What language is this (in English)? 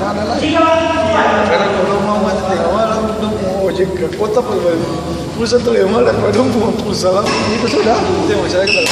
Ambonese Malay